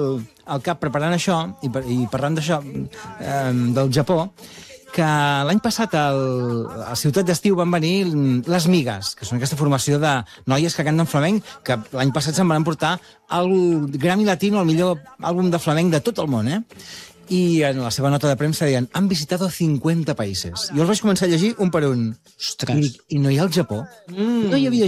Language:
Catalan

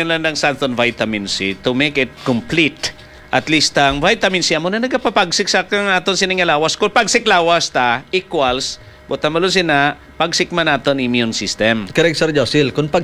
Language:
Hiligaynon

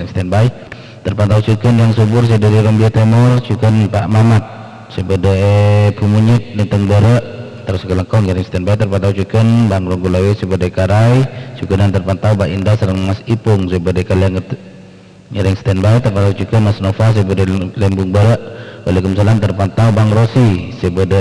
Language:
Madurese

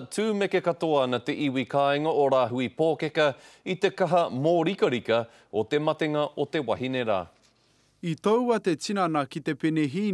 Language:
Māori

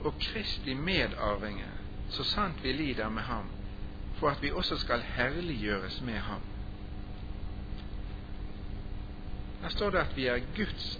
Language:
Norwegian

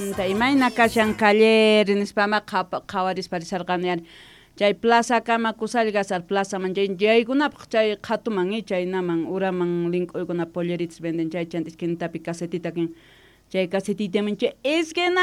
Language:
South Bolivian Quechua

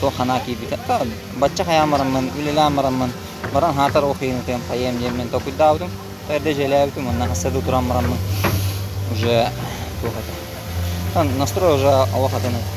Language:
Yakut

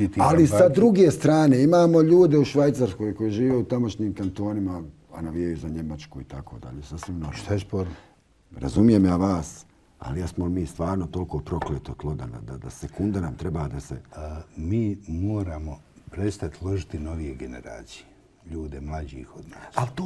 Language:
Bosnian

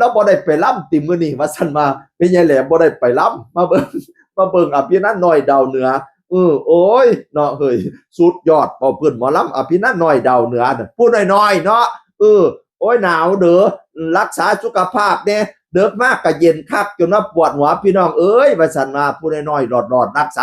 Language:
Northeastern Thai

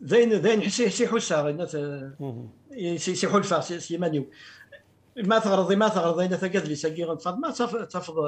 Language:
Kabyle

